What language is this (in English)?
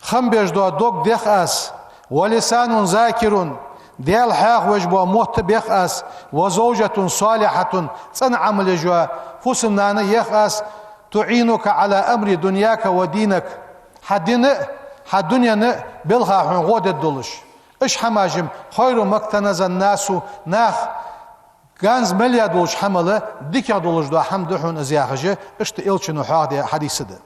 Ingush